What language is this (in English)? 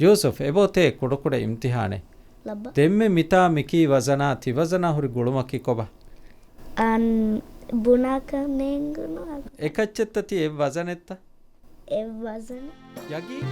Divehi